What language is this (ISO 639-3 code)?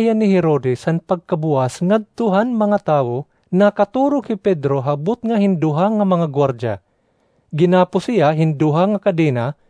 war